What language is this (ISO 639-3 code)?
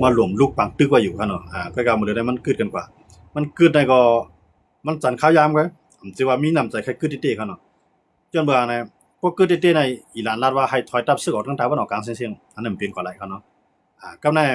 shn